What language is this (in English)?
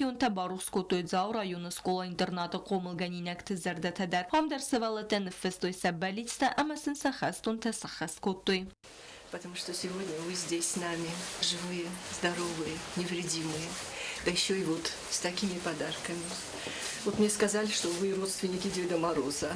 Ossetic